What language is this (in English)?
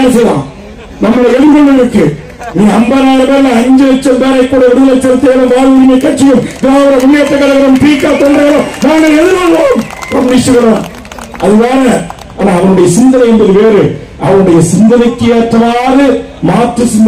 Tamil